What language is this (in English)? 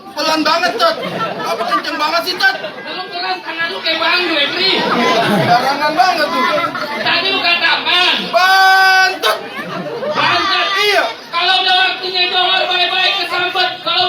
Betawi